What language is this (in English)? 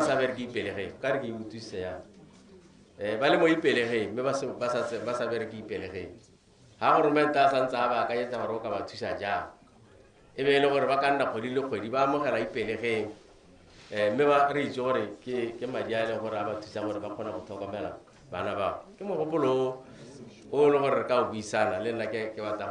Tswana